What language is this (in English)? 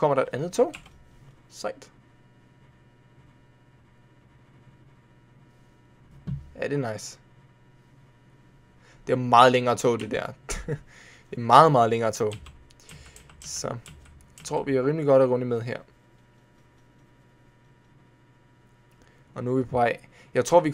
Danish